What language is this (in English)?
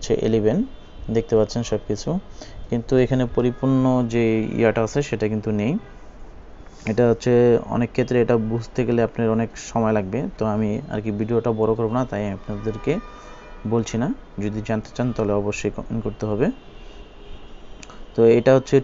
Bangla